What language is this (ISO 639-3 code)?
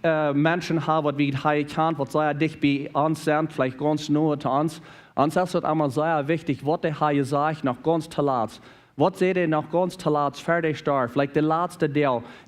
pdt